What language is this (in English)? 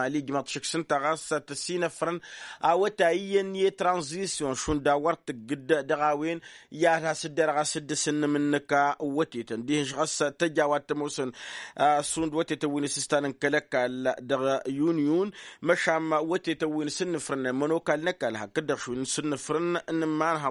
Tamasheq